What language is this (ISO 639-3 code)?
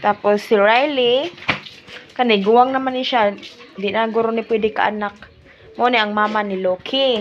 ceb